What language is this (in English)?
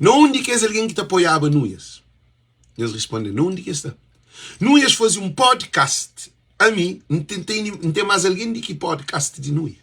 Kabuverdianu